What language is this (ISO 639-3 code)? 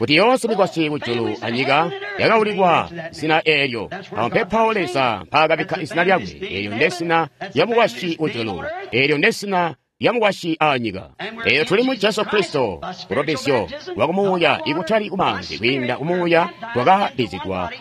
toi